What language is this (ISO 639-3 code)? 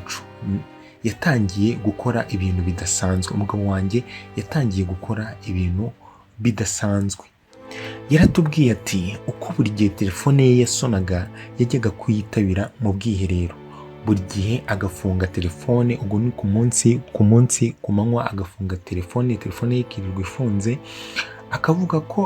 kin